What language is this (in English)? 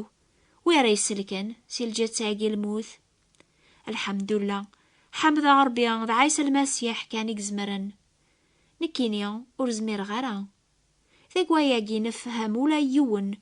Kabyle